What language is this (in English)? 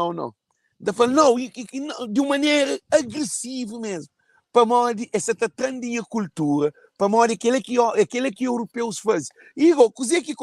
Kabuverdianu